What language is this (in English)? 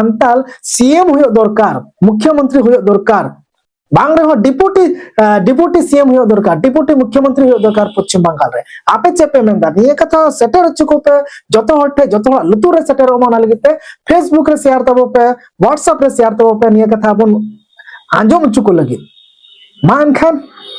Santali